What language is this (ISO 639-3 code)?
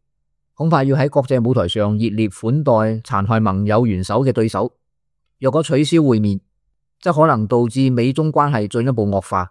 yue